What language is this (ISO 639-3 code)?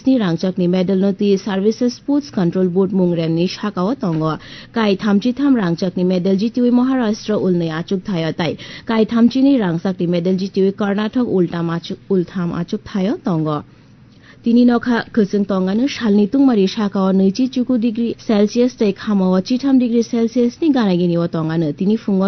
trp